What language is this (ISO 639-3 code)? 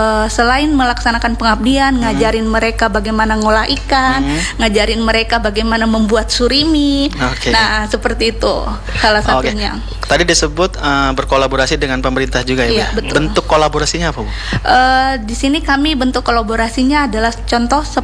ind